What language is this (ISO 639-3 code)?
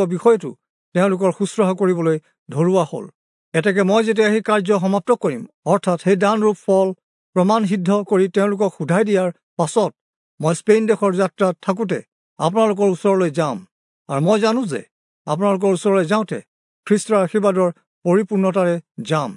asm